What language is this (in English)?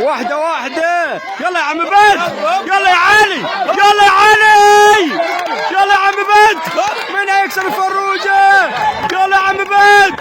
Egyptian Arabic